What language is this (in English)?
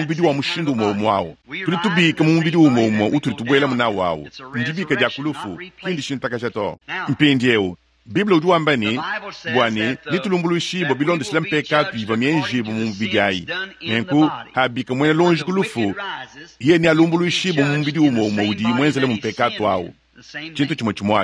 Luba-Lulua